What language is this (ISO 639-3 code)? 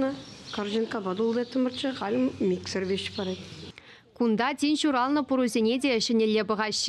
chv